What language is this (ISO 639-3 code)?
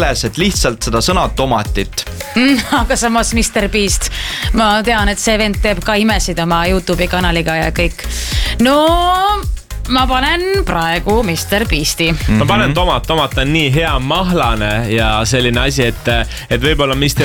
est